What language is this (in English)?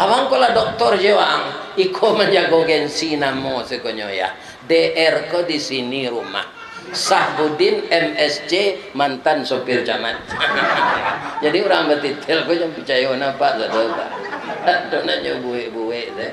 Minangkabau